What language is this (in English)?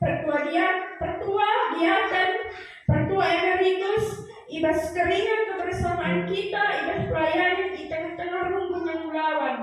Batak Karo